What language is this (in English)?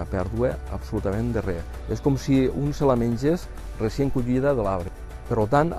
Catalan